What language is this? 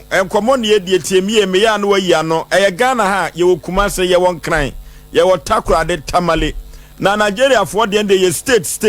Akan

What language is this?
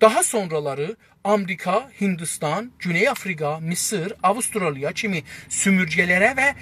South Azerbaijani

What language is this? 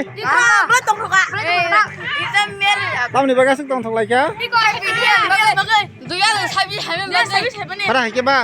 Kok Borok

